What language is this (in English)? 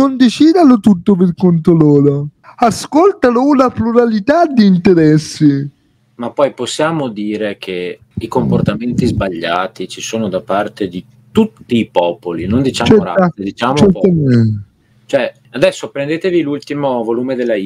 Italian